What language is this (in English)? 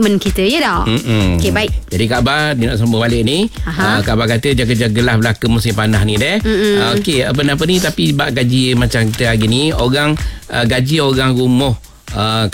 Malay